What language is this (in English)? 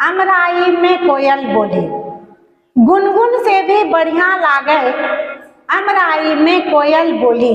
Angika